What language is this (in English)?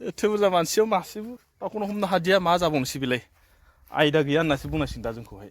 Bodo